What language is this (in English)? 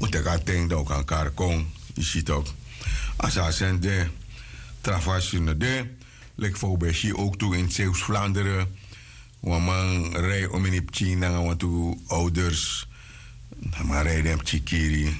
Sranan Tongo